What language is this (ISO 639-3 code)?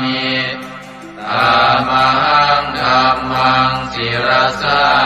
pli